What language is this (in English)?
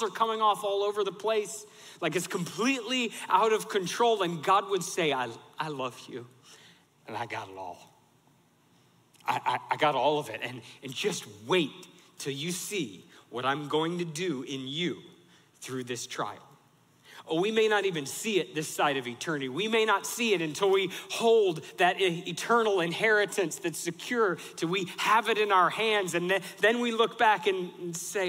English